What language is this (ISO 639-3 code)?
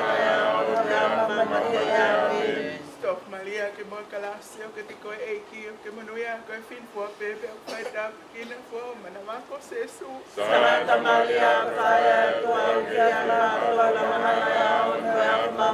ton